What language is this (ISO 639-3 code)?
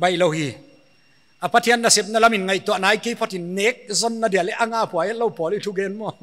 pck